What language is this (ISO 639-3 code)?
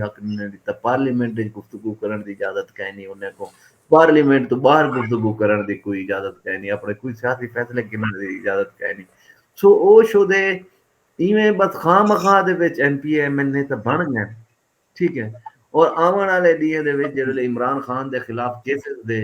skr